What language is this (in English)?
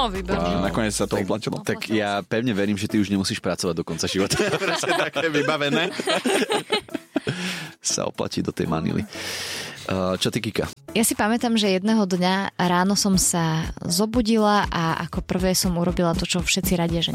Slovak